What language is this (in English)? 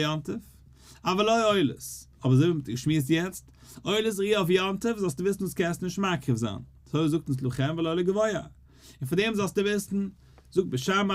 Yiddish